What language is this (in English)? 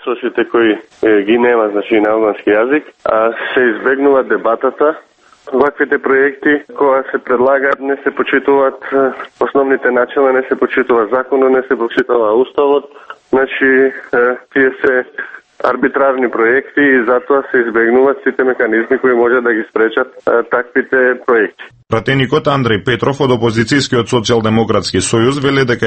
Macedonian